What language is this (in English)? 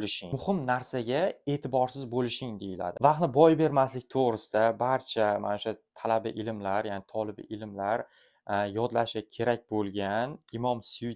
Uzbek